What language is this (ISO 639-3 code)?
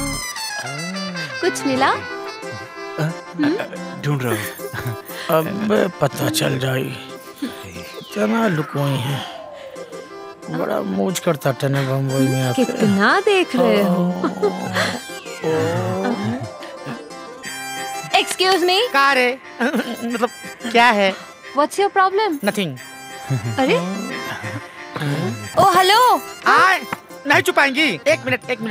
bho